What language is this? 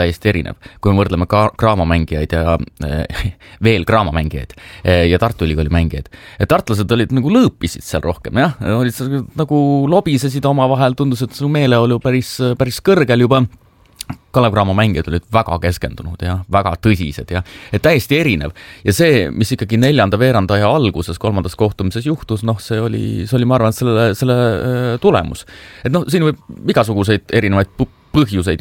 Estonian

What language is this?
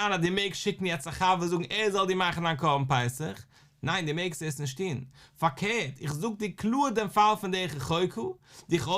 Yiddish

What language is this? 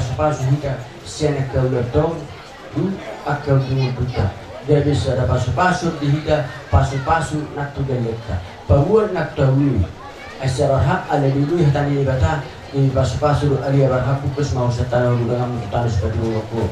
Batak Toba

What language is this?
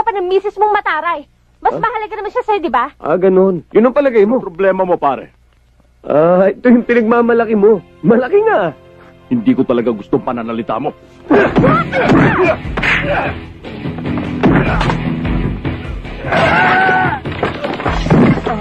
Filipino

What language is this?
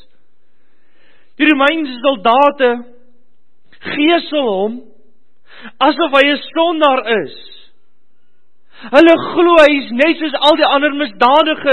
Afrikaans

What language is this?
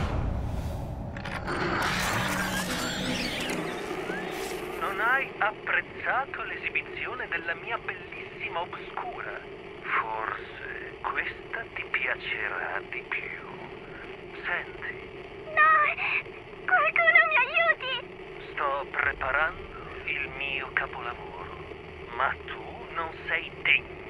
Italian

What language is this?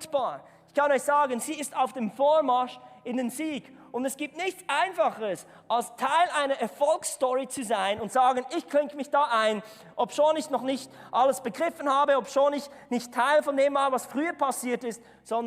Swiss German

